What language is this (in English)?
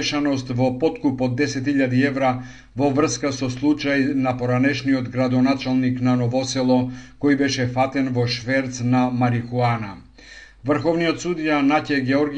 Macedonian